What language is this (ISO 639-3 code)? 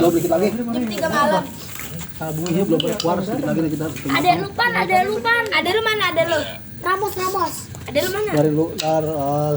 bew